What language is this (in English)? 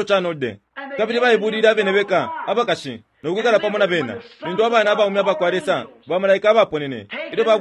Bemba